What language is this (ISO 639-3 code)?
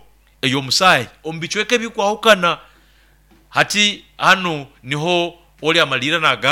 nyo